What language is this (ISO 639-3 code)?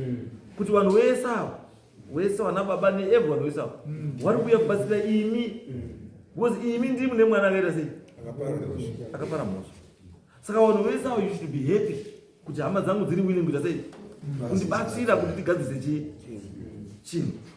sna